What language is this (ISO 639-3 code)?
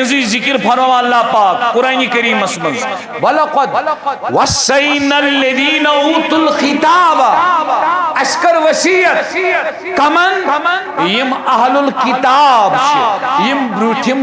kas